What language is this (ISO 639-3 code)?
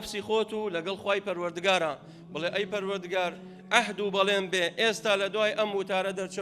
ckb